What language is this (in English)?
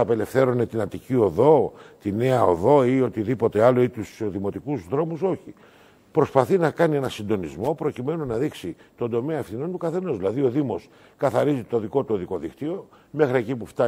Greek